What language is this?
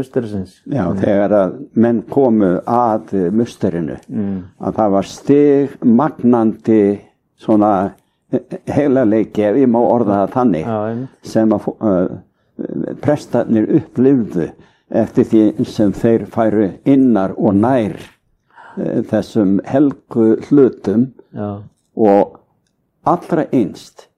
Icelandic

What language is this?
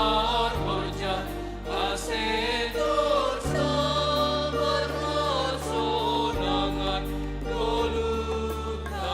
Batak Simalungun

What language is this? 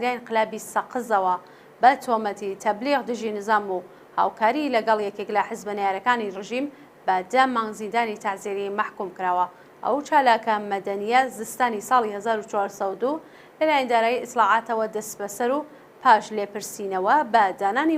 Central Kurdish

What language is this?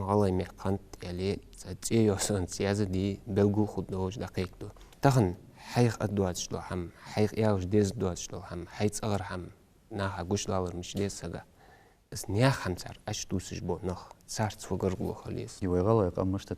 Ingush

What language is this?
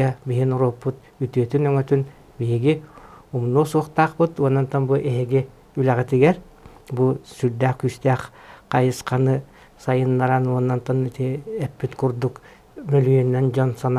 Yakut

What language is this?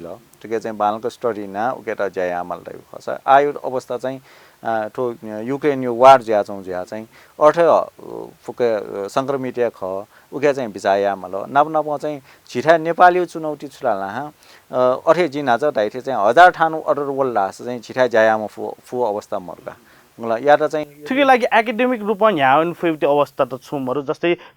Newari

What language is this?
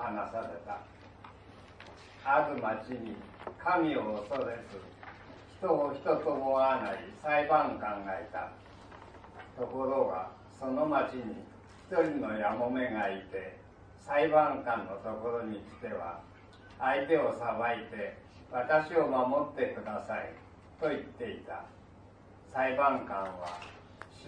Japanese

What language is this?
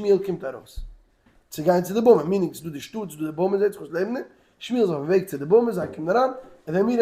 Yiddish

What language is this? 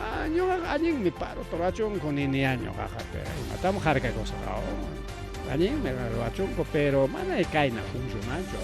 Ayacucho Quechua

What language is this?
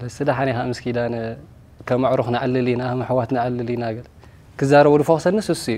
Tigrinya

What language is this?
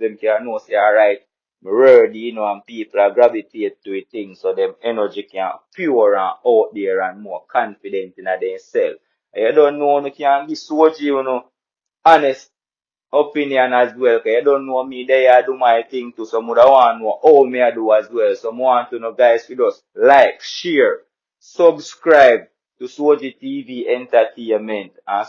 Jamaican Creole English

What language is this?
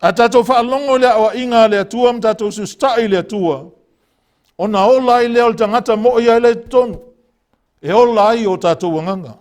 Samoan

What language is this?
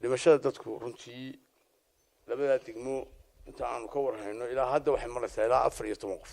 Somali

